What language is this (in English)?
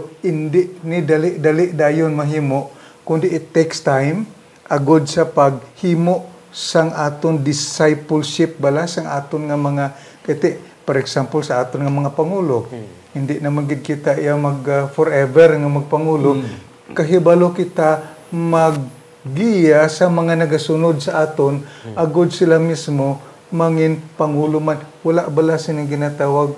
Hiligaynon